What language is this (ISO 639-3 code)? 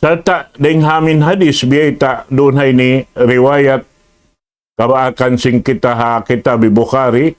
tsg